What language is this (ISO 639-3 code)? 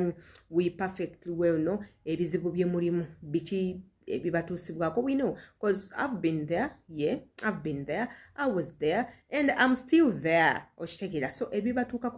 lug